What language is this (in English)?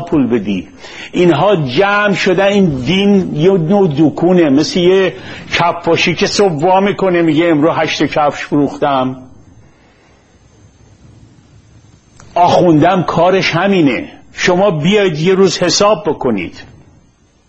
Persian